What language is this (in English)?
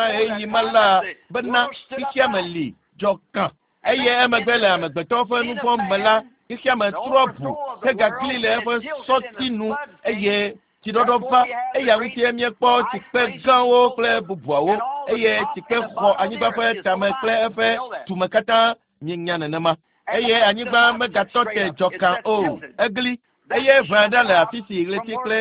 Ewe